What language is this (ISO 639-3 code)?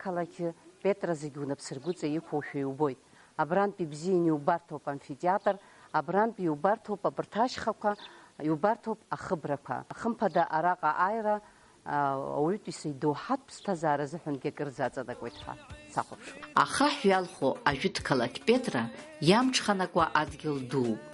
abk